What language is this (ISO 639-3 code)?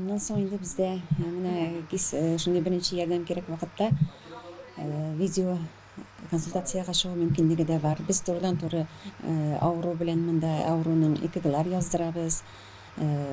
tat